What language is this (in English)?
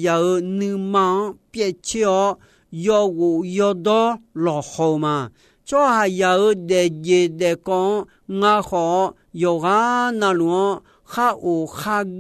Akha